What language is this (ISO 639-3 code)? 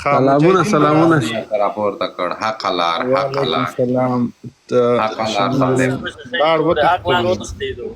pus